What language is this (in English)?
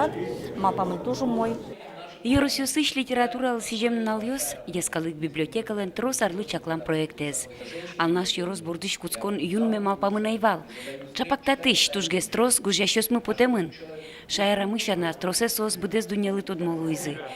Udmurt